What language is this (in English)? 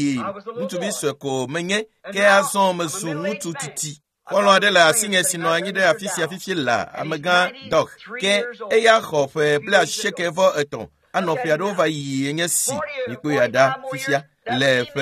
Ewe